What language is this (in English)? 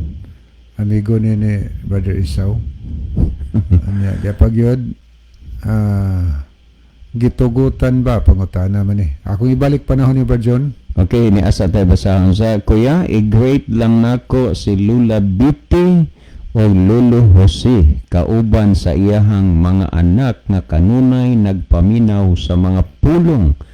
Cebuano